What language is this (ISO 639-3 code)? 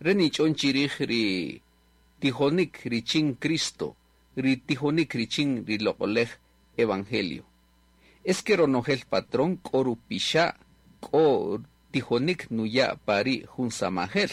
cak